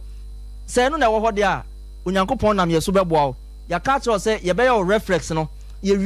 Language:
Akan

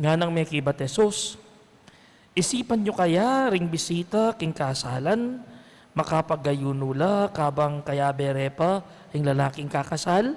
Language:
Pampanga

